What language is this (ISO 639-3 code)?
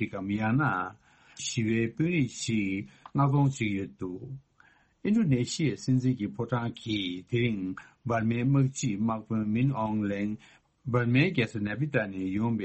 bod